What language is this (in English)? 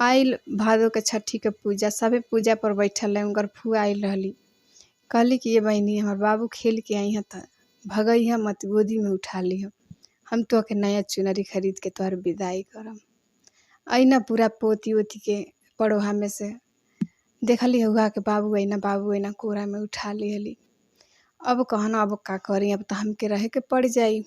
Bhojpuri